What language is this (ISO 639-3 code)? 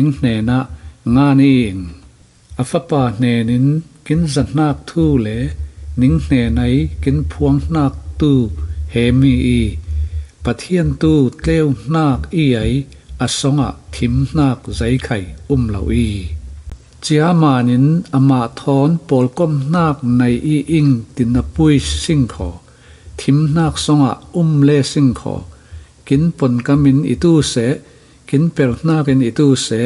cfm